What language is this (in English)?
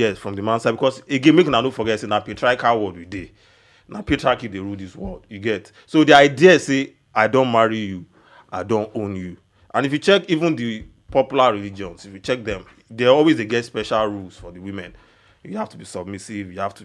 Nigerian Pidgin